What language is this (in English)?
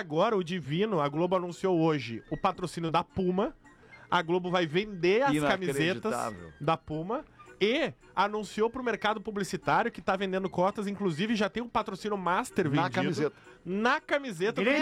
Portuguese